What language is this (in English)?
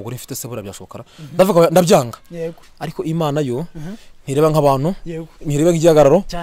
Kinyarwanda